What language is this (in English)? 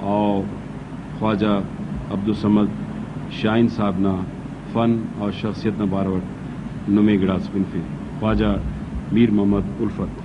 Brahui